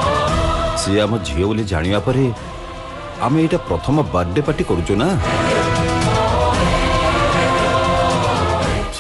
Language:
Odia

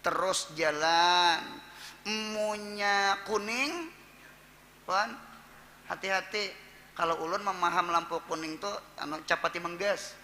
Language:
Banjar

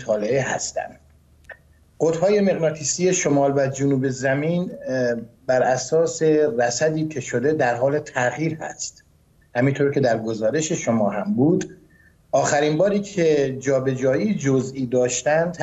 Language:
Persian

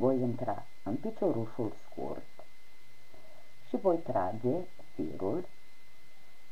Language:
Romanian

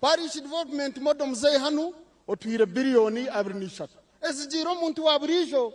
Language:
Nyankole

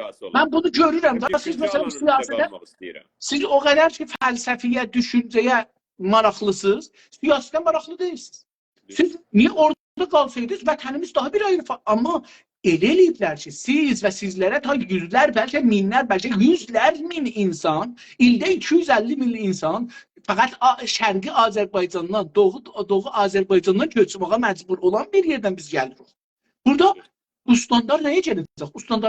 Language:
South Azerbaijani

